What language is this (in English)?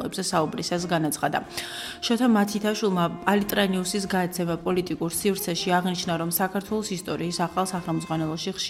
Georgian